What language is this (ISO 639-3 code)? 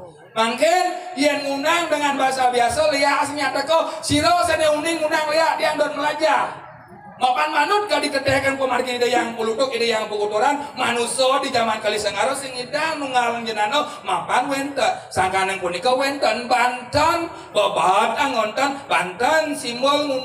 ban